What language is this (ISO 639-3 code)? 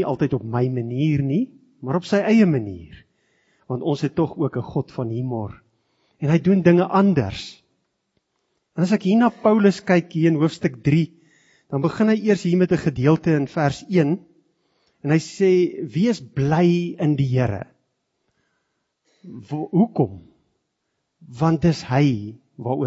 afr